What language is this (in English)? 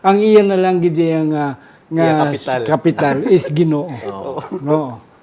Hiligaynon